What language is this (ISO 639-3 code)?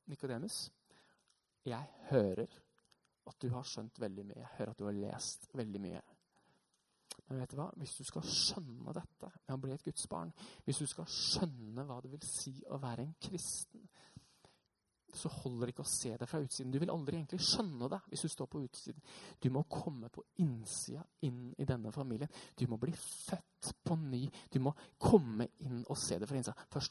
nor